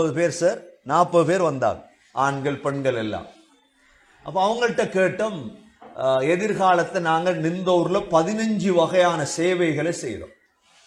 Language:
Tamil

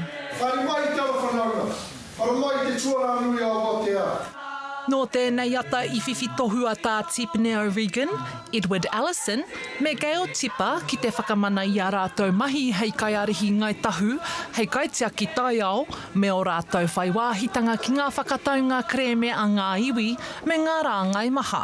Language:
Māori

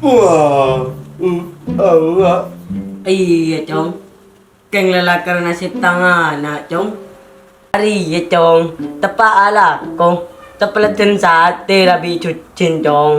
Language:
Madurese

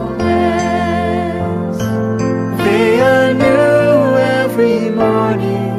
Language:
Afrikaans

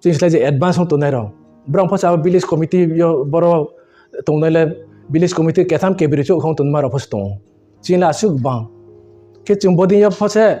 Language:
Riang (India)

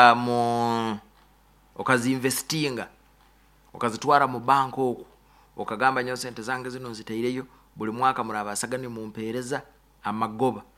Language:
Nyoro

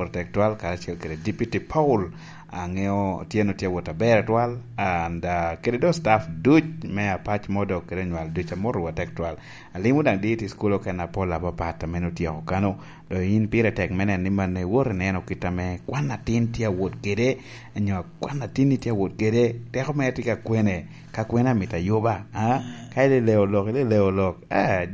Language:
Lango (Uganda)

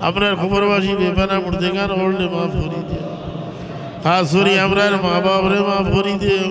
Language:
Sylheti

